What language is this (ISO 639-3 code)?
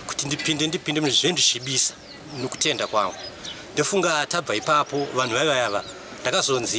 sna